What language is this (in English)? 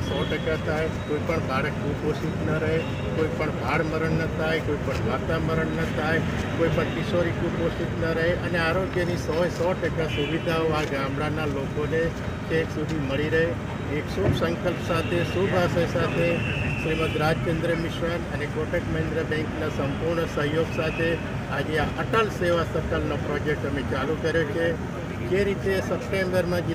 Gujarati